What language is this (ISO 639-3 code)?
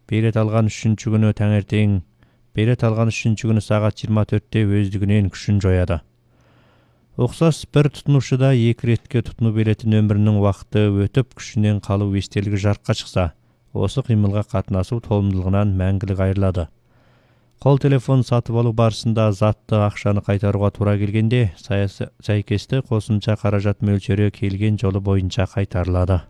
kaz